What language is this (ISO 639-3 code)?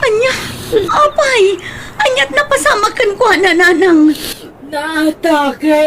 ilo